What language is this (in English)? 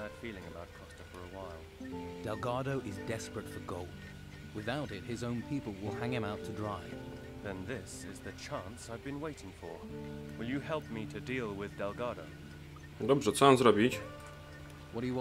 Polish